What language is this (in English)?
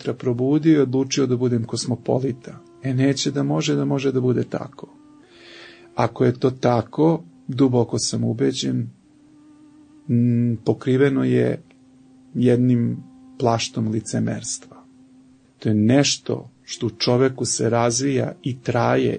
Serbian